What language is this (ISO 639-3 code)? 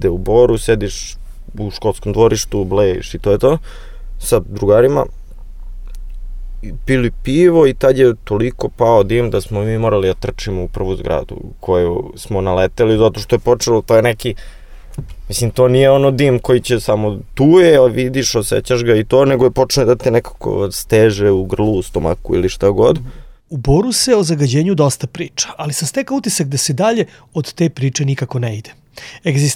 srp